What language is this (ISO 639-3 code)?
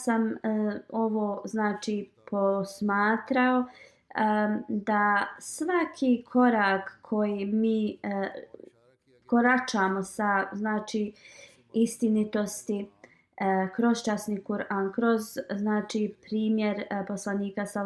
bos